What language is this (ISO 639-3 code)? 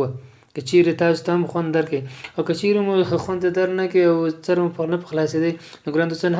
pus